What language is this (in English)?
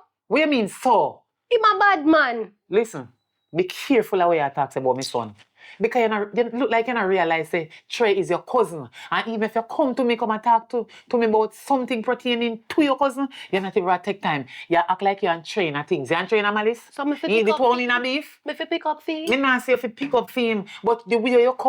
Jamaican Creole English